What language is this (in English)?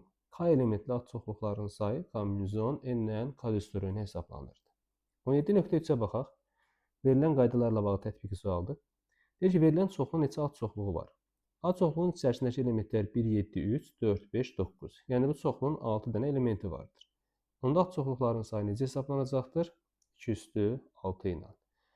Azerbaijani